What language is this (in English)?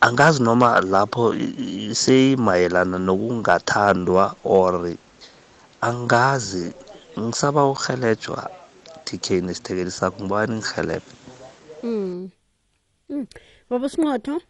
South Ndebele